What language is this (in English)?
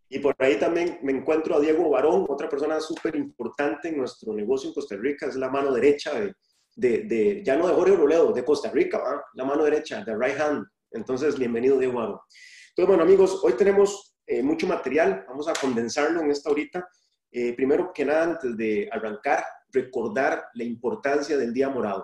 Spanish